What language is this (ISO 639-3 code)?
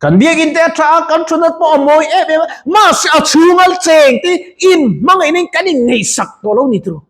lus